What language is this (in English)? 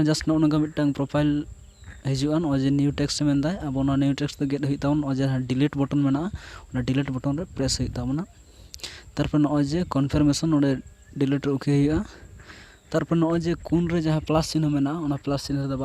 Santali